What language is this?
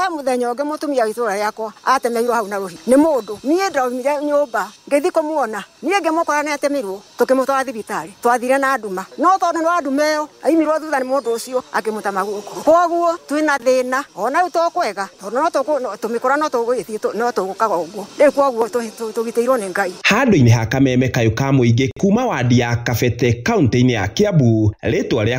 Kikuyu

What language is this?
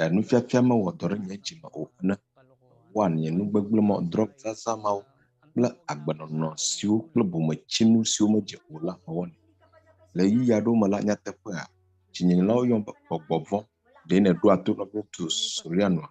Ewe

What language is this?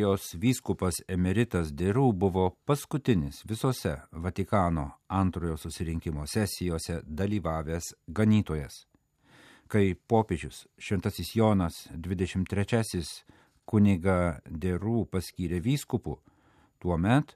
Lithuanian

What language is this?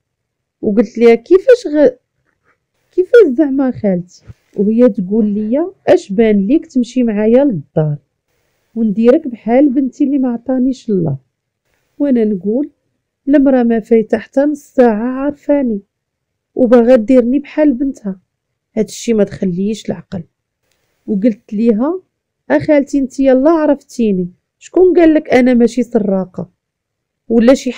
Moroccan Arabic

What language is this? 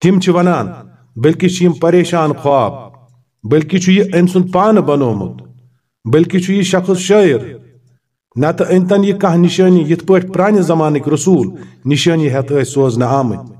Kashmiri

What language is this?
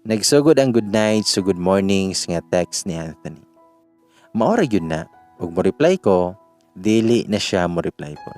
Cebuano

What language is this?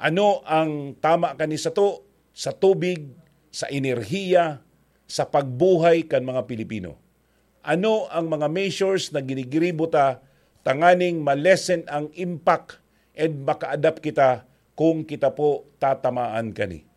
Bikol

